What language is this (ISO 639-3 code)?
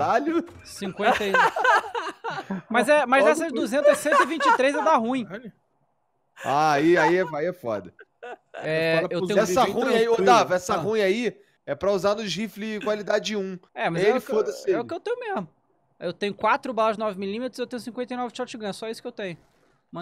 por